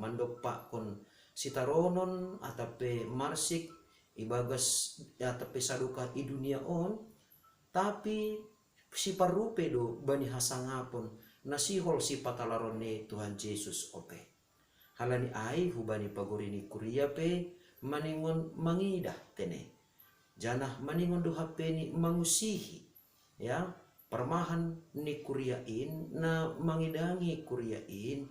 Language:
Batak Simalungun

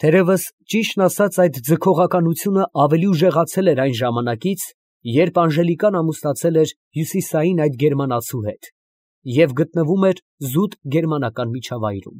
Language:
Armenian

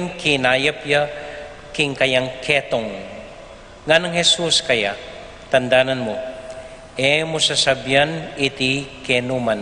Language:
Pampanga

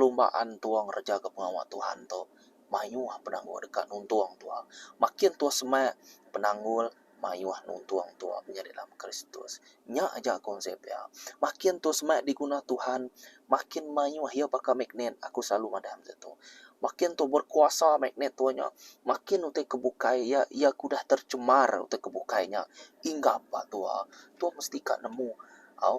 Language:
Iban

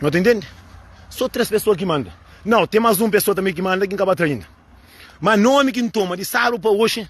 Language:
Kabuverdianu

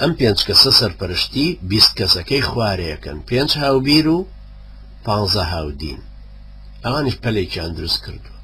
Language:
Central Kurdish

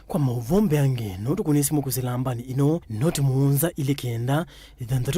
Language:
Kamba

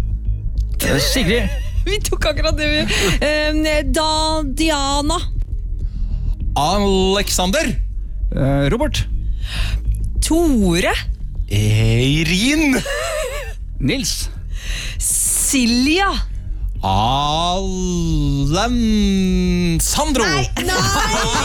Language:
Norwegian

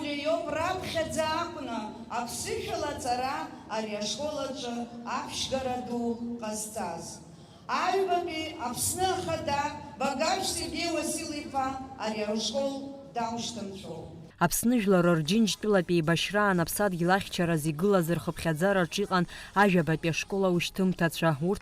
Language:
Abkhazian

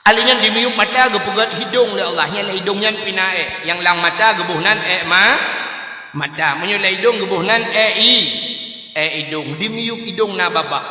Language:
Achinese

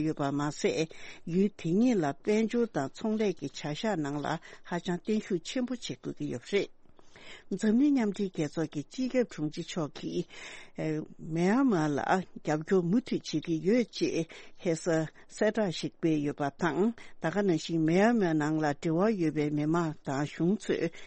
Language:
Tibetan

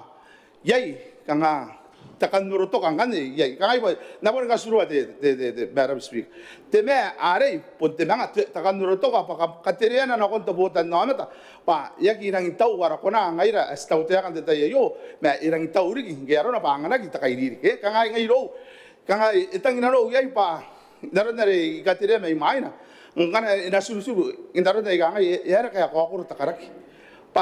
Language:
Gilbertese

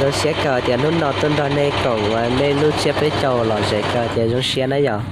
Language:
Hmong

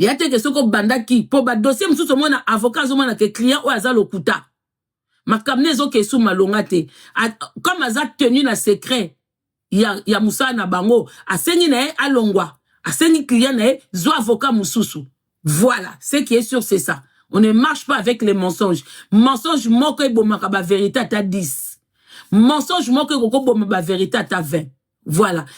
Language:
Lingala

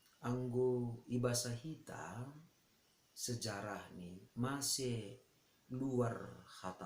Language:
Batak Simalungun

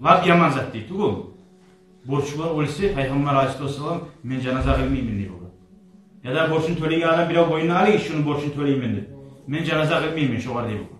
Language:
Kumyk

